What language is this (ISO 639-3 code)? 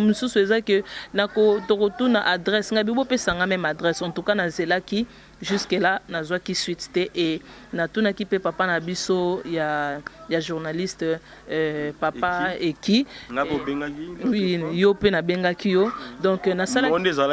lin